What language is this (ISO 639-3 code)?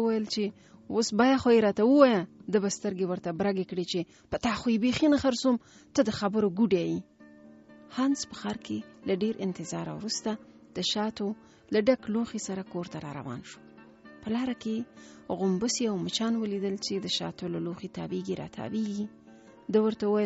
pus